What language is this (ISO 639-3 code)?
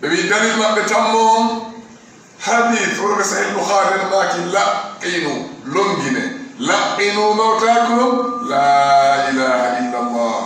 ful